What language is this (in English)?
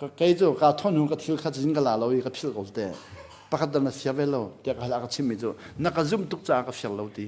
Hakha Chin